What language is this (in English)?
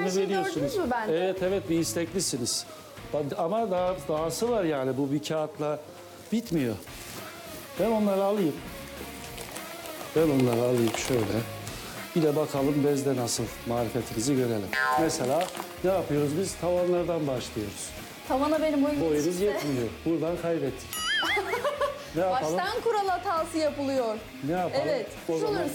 Turkish